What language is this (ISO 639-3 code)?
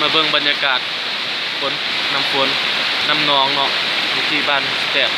lao